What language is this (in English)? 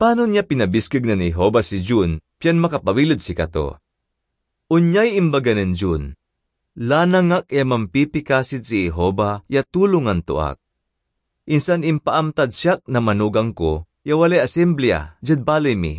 Pangasinan